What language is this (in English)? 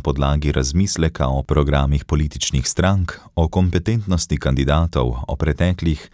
Slovenian